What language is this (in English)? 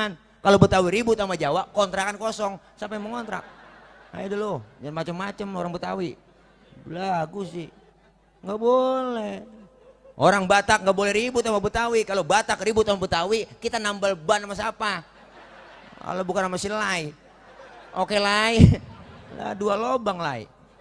Betawi